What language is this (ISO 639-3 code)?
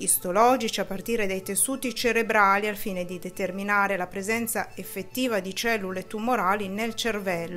ita